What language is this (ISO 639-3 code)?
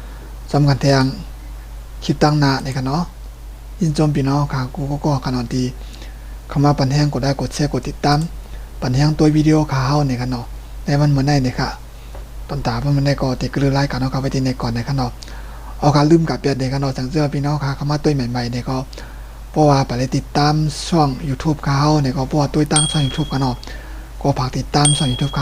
shn